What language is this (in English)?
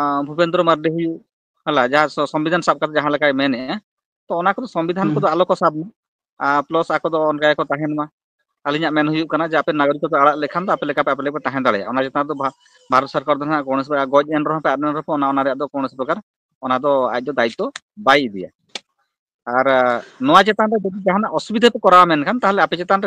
Santali